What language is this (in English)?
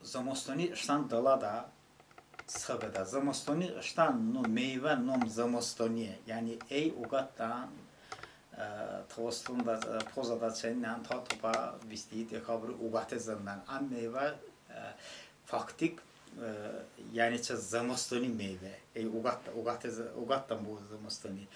Talysh